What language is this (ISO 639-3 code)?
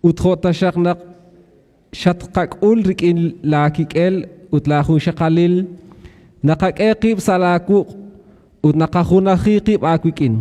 kek